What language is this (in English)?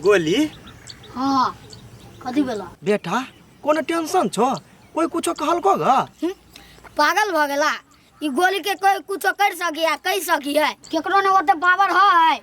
Maithili